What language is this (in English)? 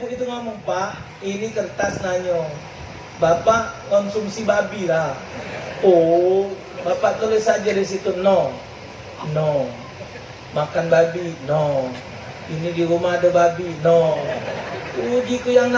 Musi